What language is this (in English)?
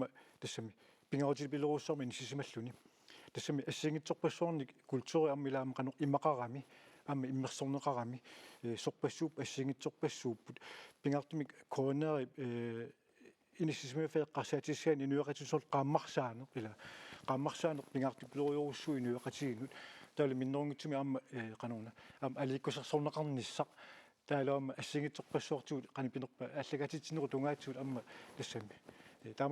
Kalaallisut